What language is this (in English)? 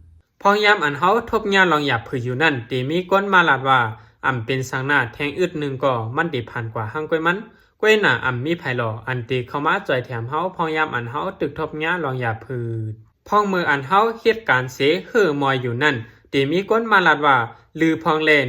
Shan